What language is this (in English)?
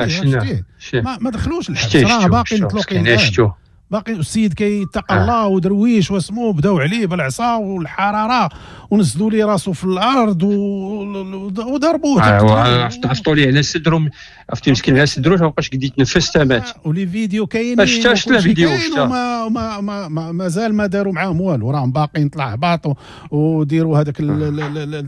Moroccan Arabic